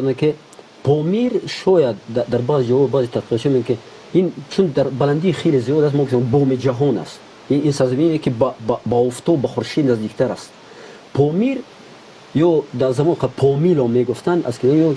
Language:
Tajik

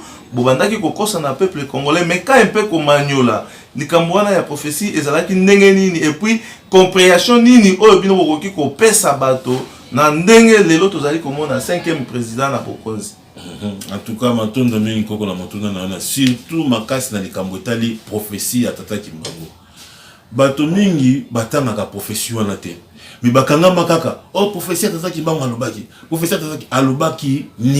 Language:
Lingala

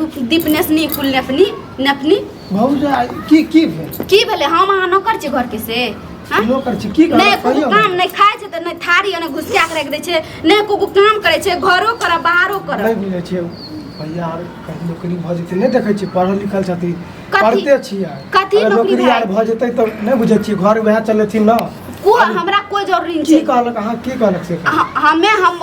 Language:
Maithili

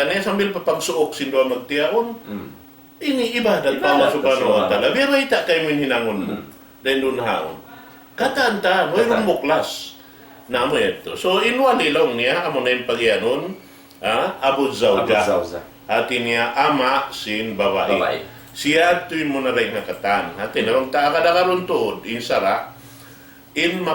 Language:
Tausug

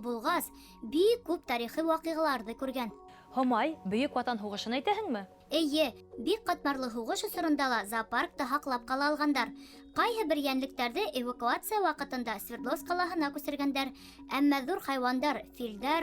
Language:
Bashkir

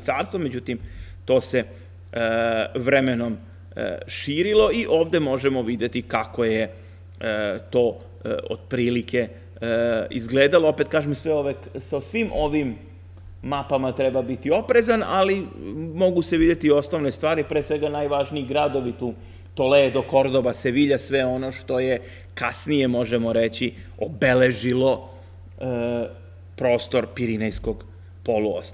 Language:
Serbian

